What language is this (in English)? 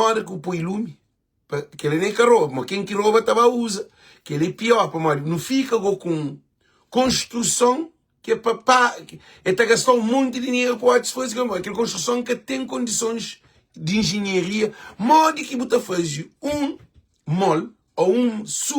Kabuverdianu